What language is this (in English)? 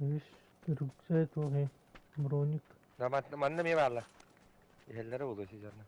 Yakut